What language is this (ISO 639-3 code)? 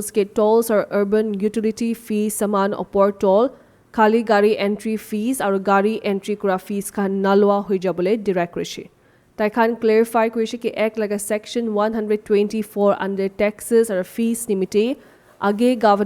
nag